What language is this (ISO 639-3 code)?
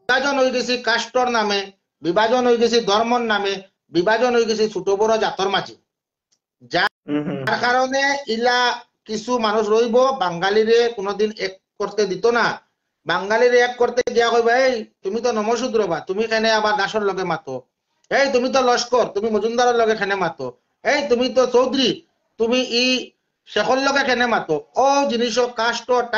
syl